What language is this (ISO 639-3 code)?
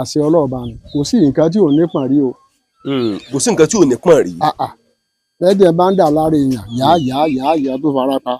yor